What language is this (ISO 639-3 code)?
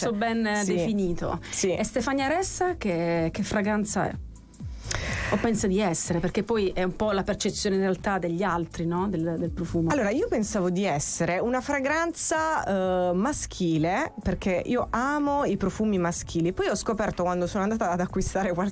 ita